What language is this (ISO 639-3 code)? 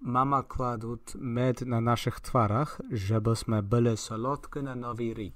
rue